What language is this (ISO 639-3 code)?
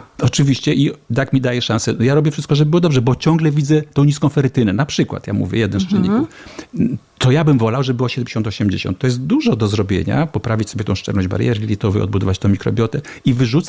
pol